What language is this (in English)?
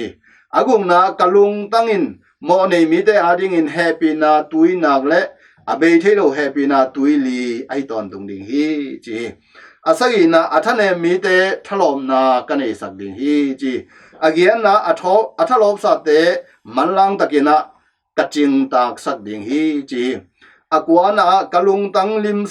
Tedim Chin